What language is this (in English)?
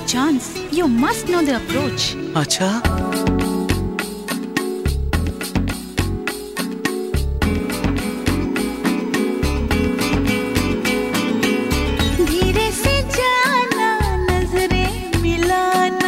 Hindi